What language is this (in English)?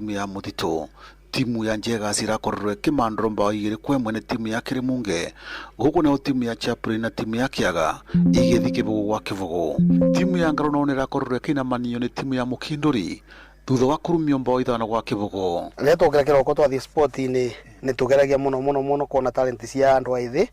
Kikuyu